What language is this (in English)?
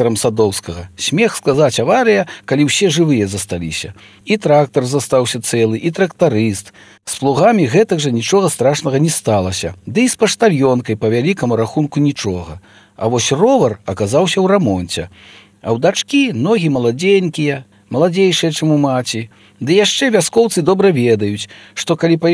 Belarusian